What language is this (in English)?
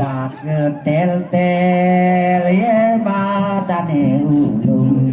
Balinese